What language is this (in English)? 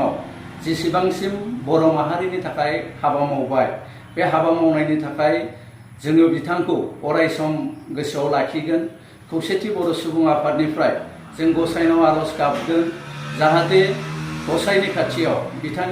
Bodo